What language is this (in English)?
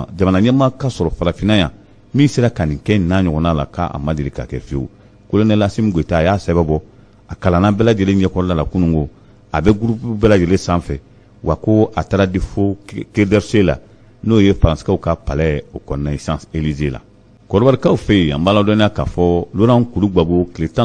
Bambara